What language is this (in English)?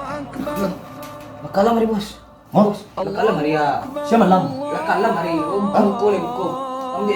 Minangkabau